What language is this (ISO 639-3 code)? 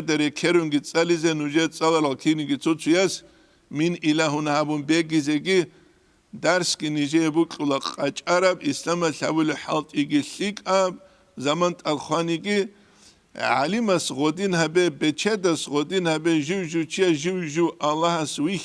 ava